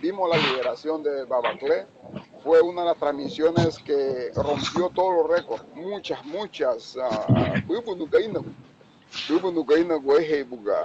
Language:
Garifuna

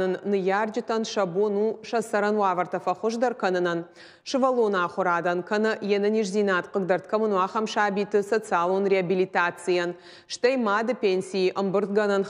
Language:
Ossetic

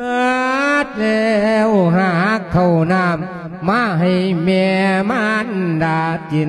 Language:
Lao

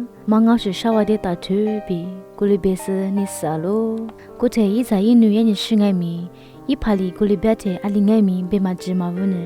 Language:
Lisu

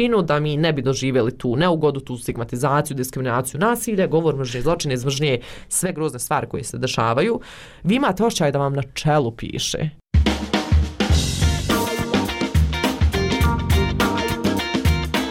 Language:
Bosnian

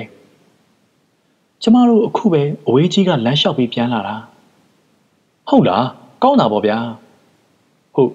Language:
Burmese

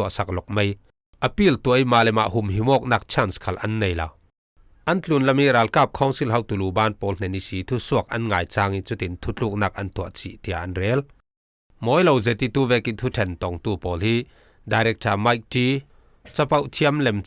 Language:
Falam Chin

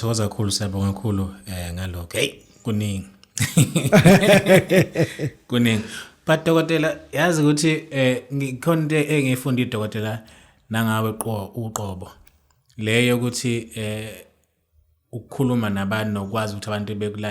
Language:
Zulu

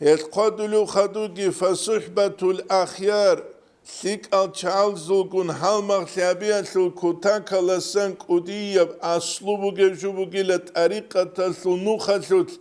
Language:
Avaric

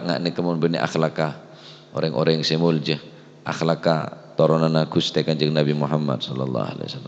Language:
Madurese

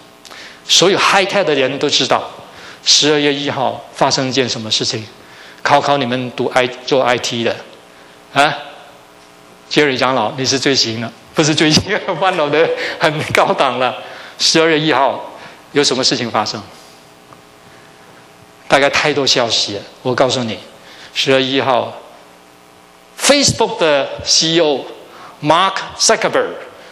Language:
Chinese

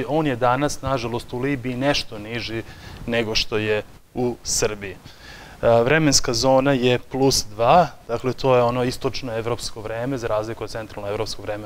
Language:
Serbian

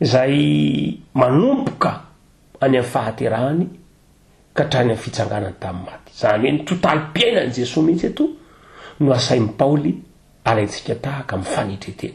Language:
Malagasy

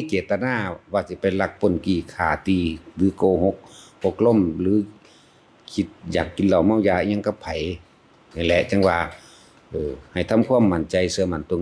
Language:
Northeastern Thai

